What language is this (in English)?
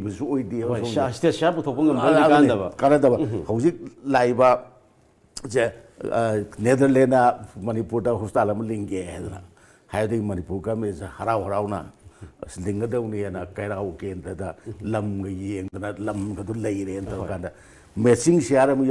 Manipuri